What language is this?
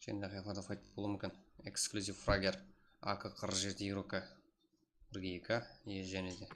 Kara-Kalpak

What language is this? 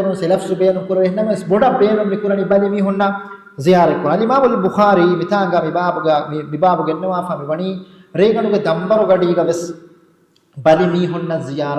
Divehi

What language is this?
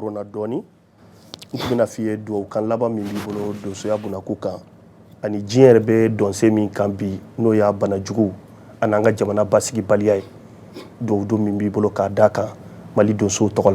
Bambara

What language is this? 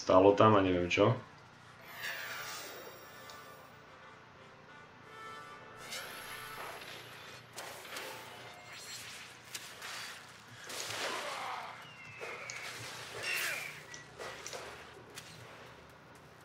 Slovak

